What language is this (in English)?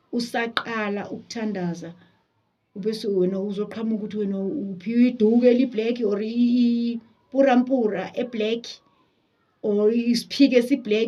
Zulu